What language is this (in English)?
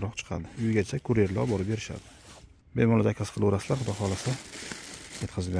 Uzbek